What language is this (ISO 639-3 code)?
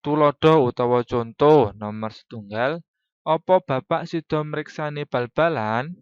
jav